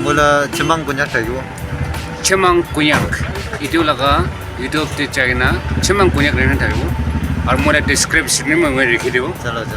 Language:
Naga Pidgin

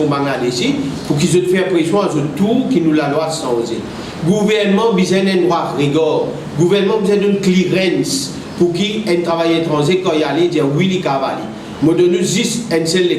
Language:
Morisyen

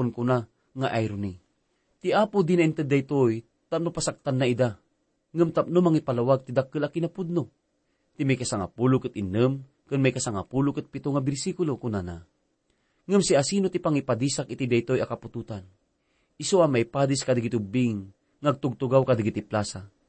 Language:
Iloko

